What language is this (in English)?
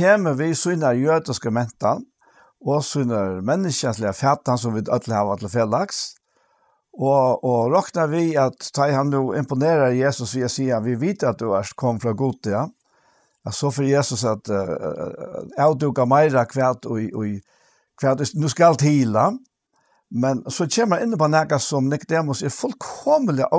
Faroese